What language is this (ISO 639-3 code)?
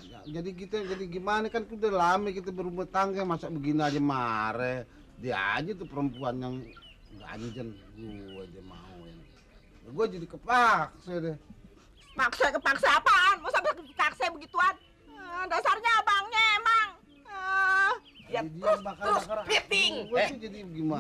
bew